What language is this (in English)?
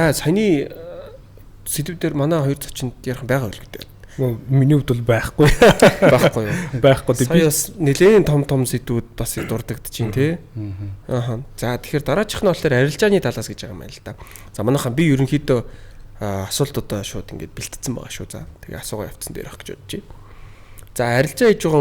Mongolian